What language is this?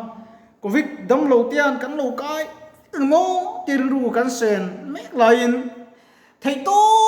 Mizo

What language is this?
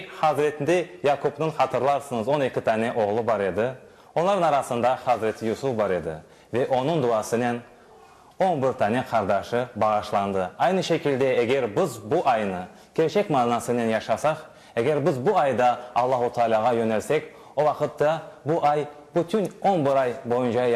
Crimean Tatar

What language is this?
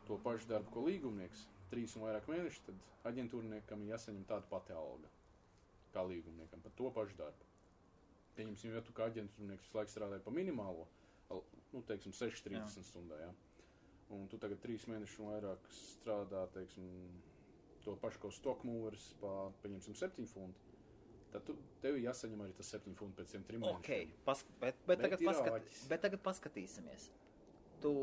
Latvian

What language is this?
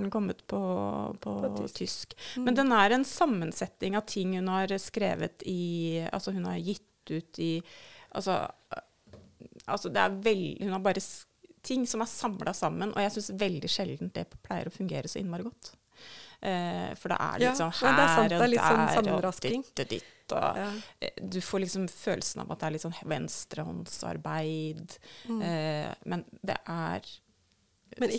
Norwegian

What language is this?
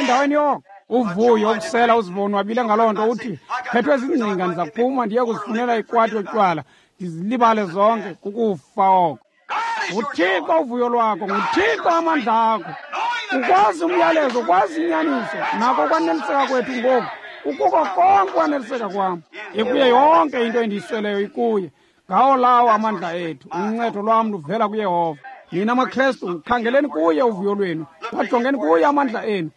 Xhosa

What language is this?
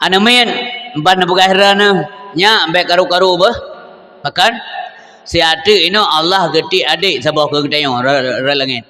Achinese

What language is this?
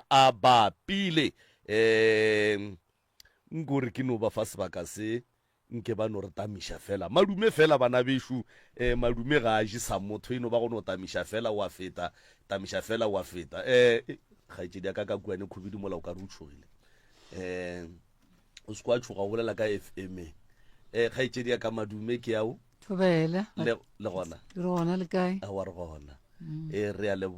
Northern Sotho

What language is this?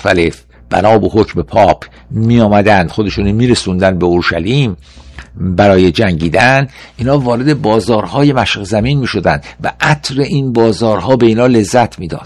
Persian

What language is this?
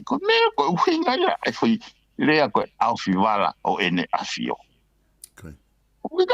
Tongan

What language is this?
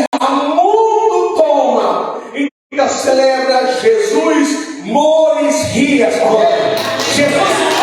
Tetum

